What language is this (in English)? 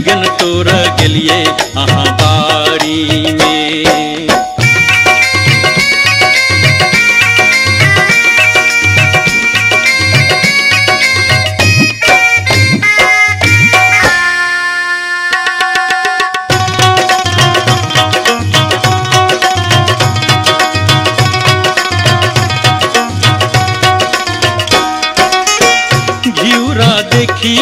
Maithili